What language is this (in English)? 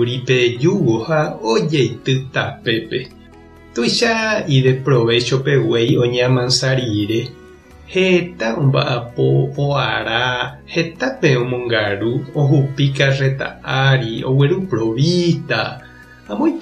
Guarani